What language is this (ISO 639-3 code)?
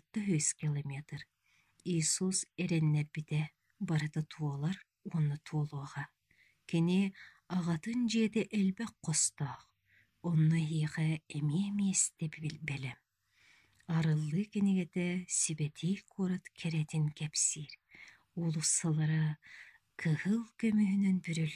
sah